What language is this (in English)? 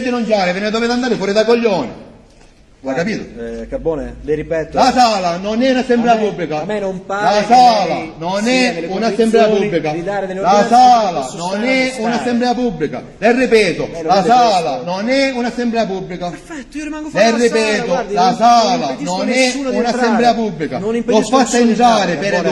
Italian